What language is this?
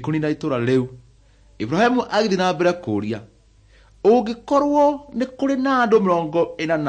Kikuyu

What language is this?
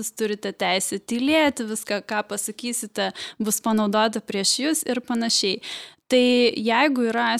Lithuanian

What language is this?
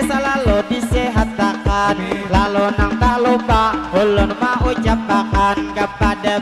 Banjar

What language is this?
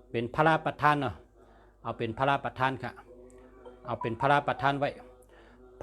Shan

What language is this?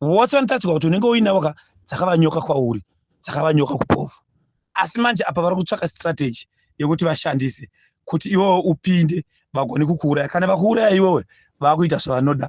Shona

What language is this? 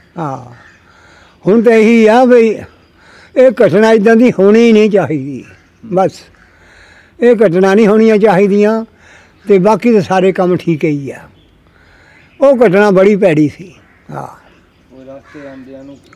Punjabi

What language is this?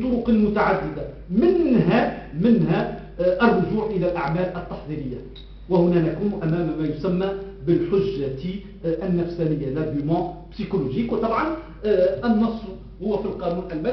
Arabic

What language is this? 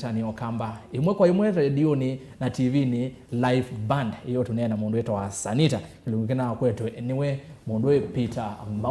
Kamba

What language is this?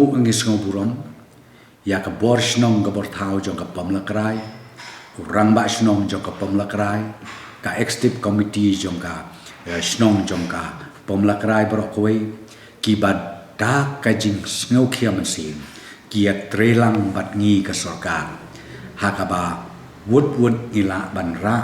Khasi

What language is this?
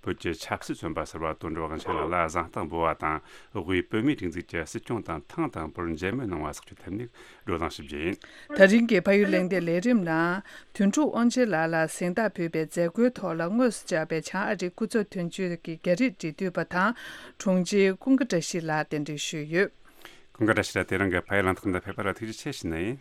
Tibetan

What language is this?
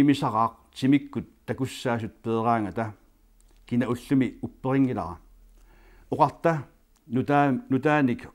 Kalaallisut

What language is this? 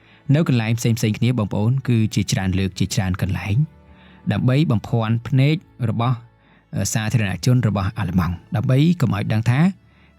Khmer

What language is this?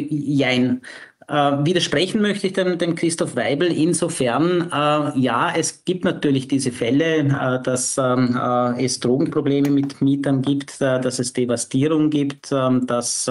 German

